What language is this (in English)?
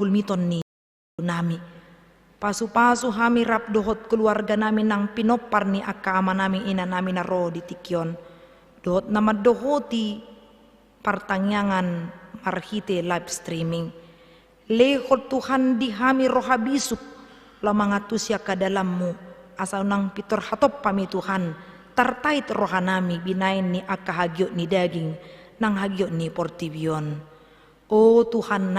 Batak Toba